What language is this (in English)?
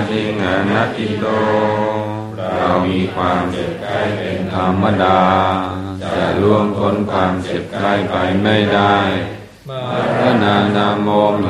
Thai